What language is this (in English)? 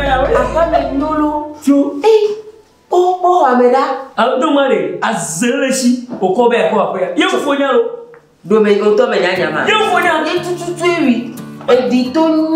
Ewe